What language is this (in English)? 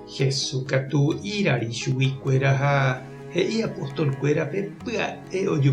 Guarani